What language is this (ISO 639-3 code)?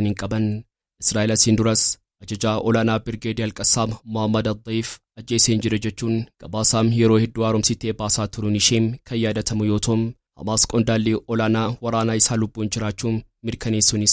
orm